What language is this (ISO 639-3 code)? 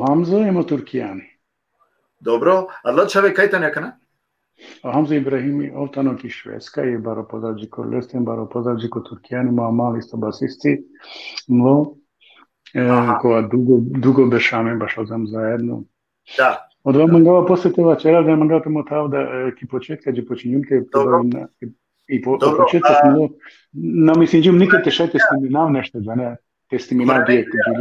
rmn